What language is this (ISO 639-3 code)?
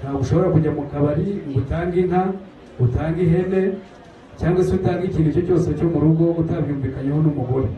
kin